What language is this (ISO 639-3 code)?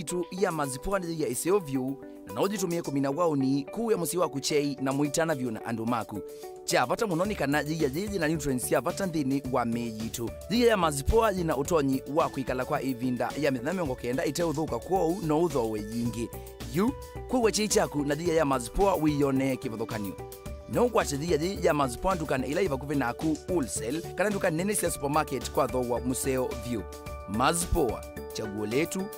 kam